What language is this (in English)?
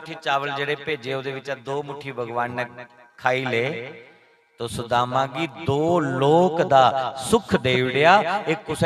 Dogri